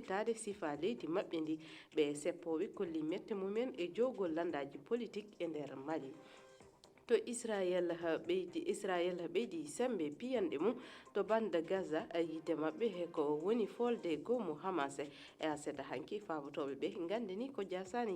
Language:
Fula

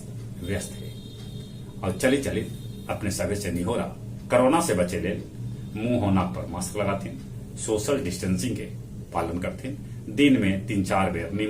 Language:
Magahi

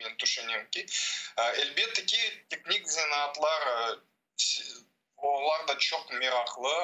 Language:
Crimean Tatar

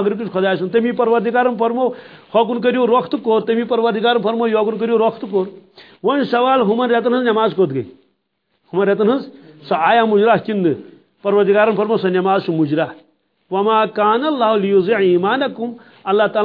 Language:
Kashmiri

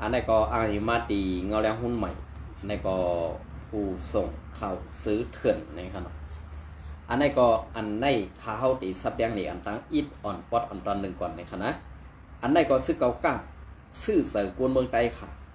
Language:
Shan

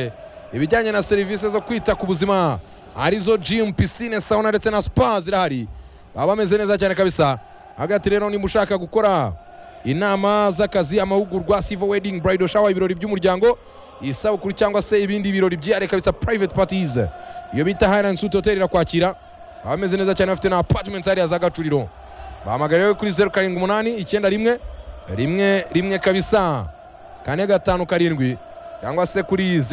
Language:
Kinyarwanda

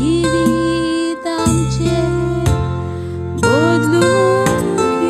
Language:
Konkani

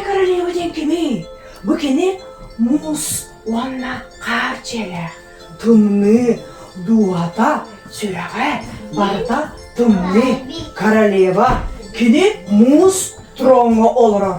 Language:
Yakut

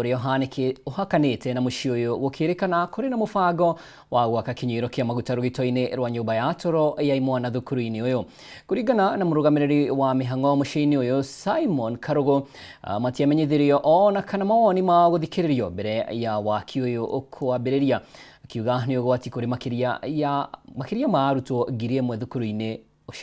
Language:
Kikuyu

